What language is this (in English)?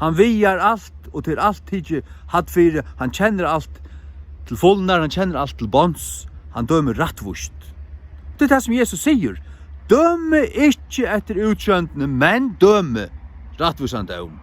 Faroese